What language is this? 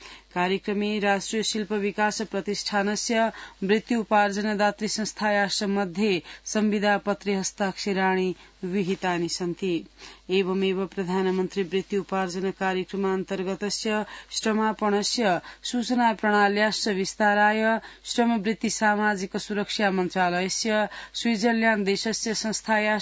Sanskrit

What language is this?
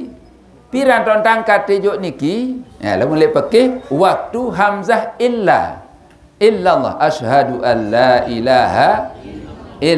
Sasak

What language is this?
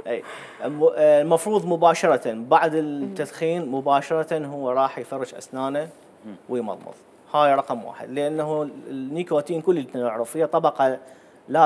Mesopotamian Arabic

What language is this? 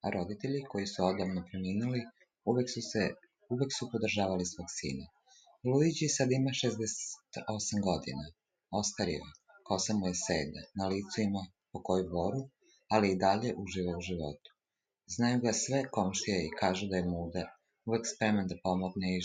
Serbian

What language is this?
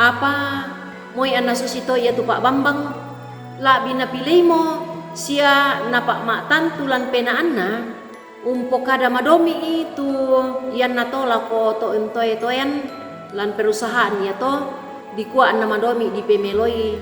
Toraja-Sa'dan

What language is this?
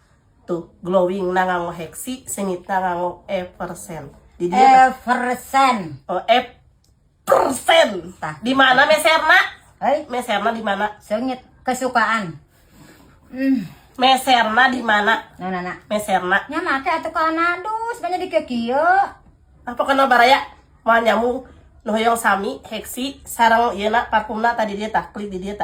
Sundanese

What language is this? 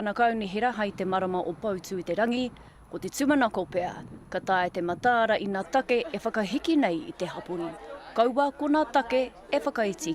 Māori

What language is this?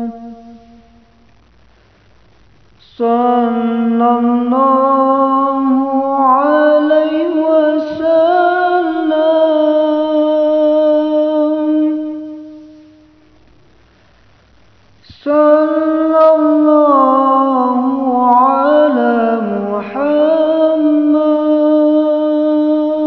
Arabic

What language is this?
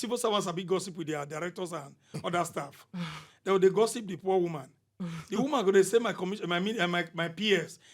Nigerian Pidgin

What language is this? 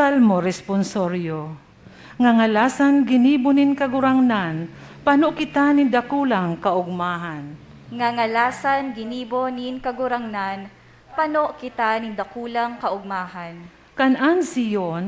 Bikol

